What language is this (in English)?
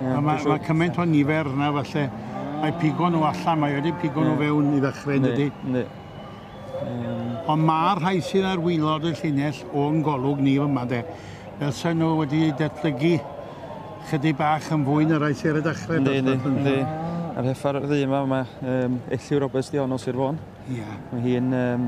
Welsh